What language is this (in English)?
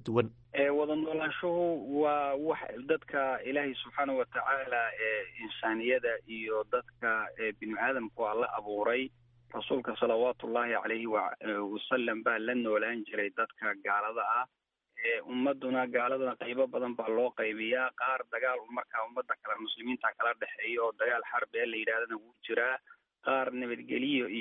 Somali